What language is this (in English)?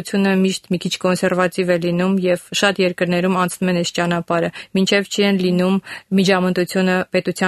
Armenian